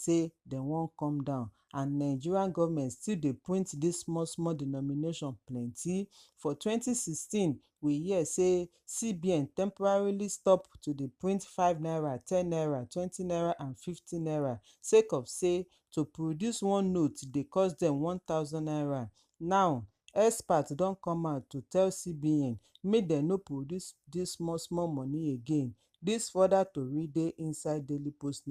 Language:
Nigerian Pidgin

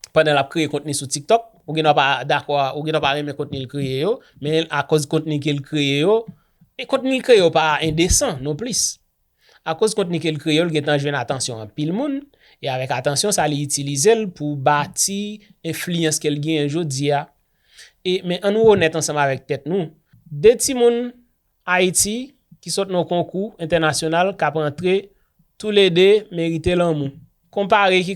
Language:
Haitian Creole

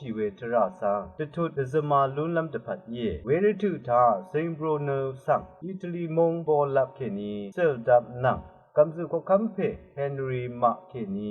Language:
Rawang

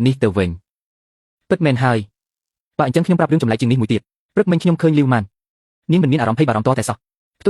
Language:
Khmer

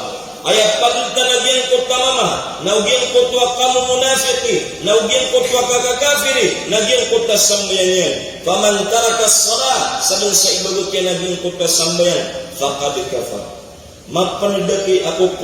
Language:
Maranao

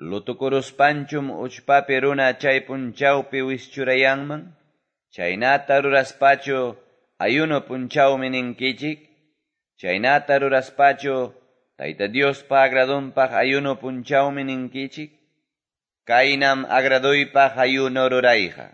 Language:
Quechua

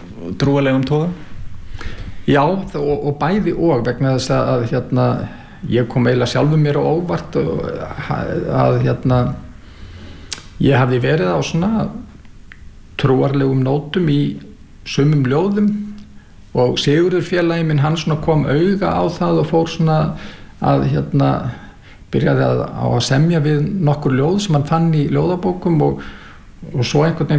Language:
Icelandic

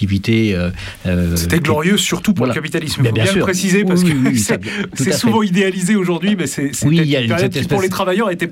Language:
French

